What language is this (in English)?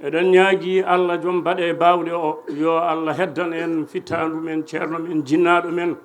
Fula